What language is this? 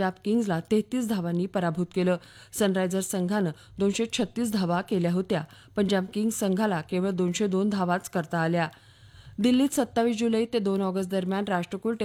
Marathi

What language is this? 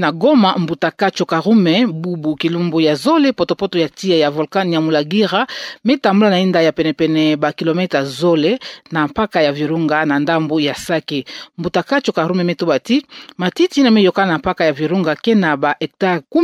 Kituba (Democratic Republic of Congo)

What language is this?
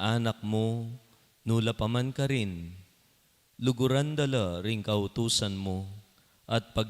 Pampanga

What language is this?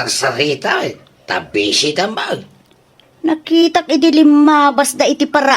Iloko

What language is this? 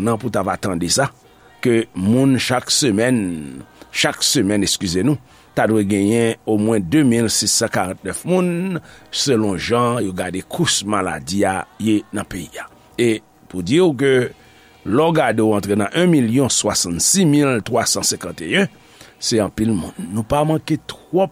Haitian Creole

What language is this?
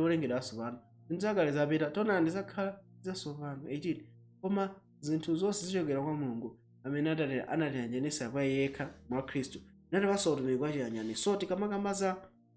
Nyanja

